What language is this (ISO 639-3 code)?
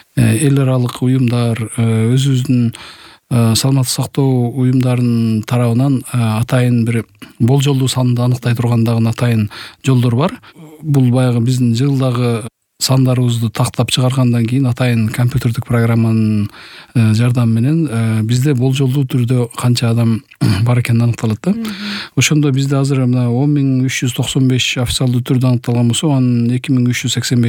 kir